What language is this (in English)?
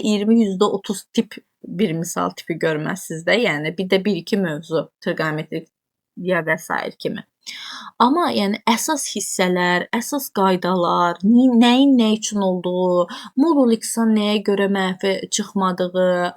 Azerbaijani